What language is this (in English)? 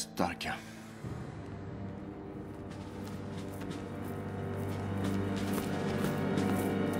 Swedish